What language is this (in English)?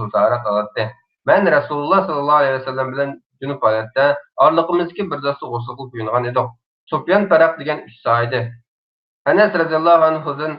Uyghur